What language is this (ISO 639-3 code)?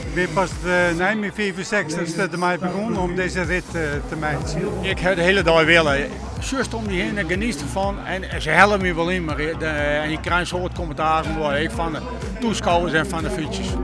fry